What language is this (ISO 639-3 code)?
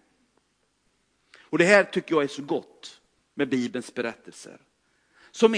swe